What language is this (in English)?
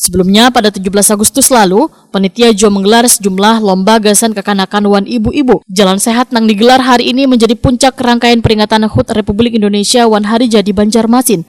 Banjar